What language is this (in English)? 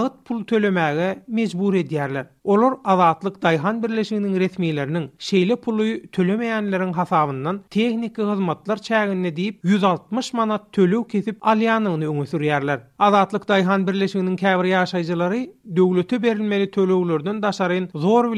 Turkmen